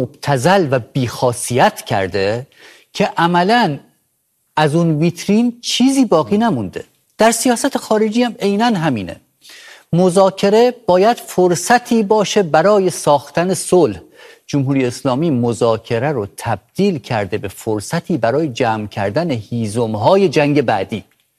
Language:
Persian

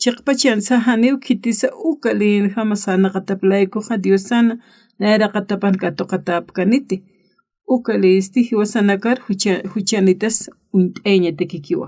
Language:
Aymara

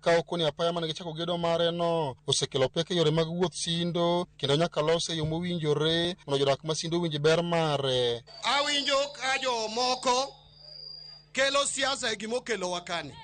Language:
Luo (Kenya and Tanzania)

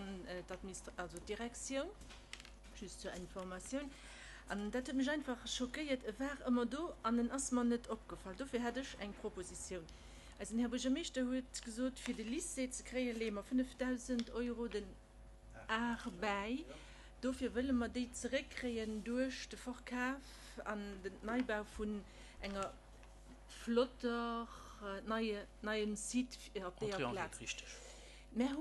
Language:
Luxembourgish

